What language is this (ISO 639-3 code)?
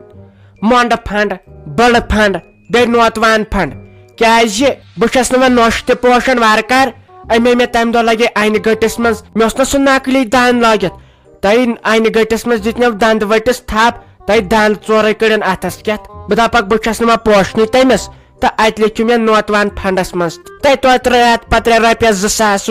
kas